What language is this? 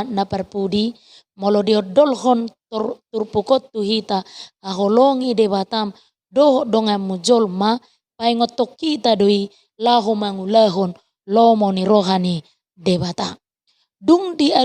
Batak Toba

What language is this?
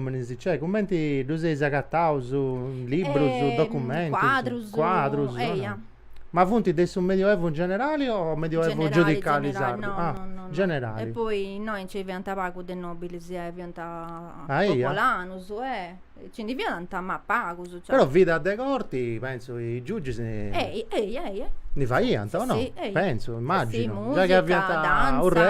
Sardinian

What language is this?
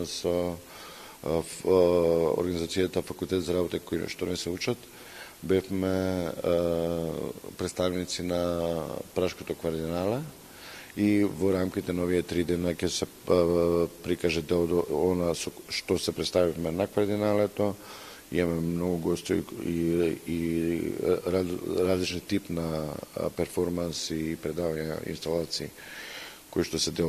Macedonian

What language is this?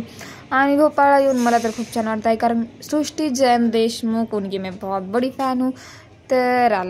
Marathi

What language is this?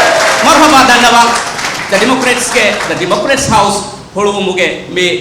Divehi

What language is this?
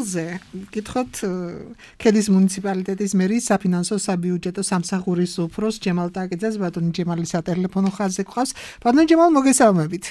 Georgian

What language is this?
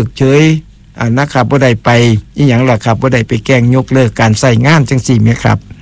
Thai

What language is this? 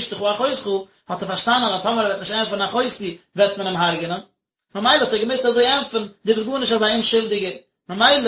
Yiddish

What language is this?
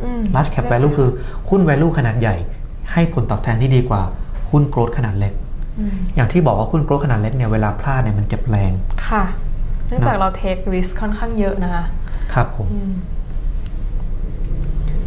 Thai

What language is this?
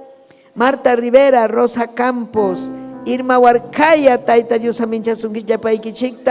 Ayacucho Quechua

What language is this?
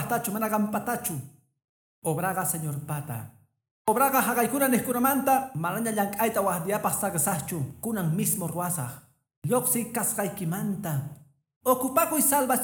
Quechua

